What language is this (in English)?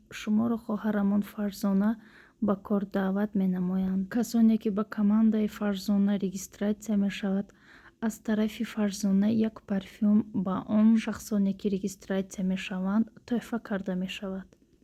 Tajik